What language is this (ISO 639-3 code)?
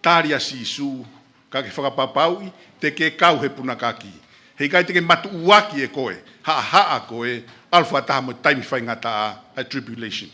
ton